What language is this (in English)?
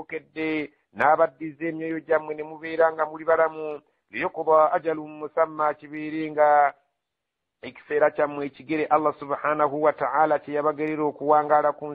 Ganda